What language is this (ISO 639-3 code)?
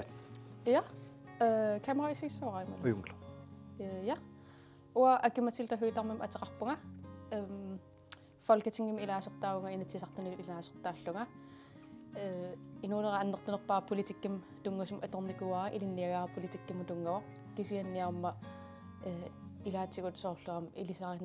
kal